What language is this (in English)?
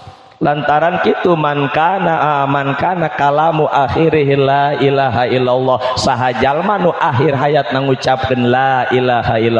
Sundanese